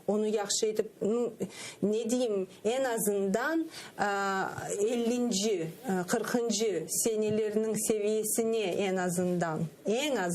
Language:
Crimean Tatar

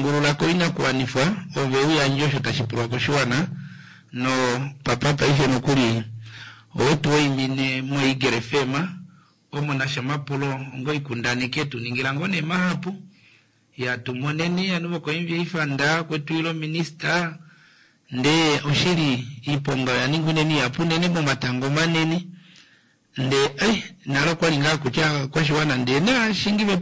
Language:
Kuanyama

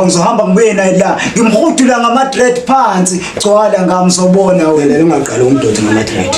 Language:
Zulu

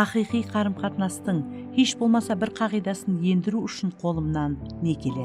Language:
Kara-Kalpak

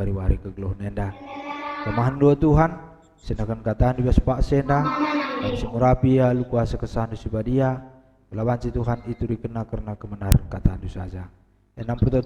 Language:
Batak Karo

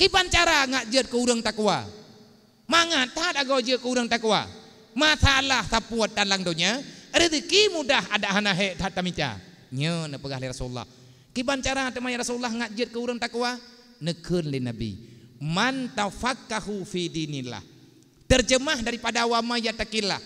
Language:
Achinese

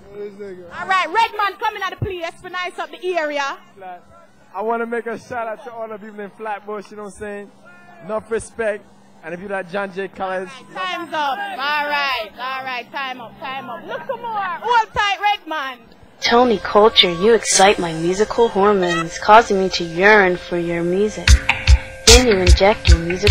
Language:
Jamaican Creole English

